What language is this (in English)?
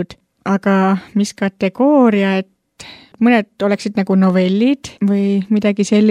Estonian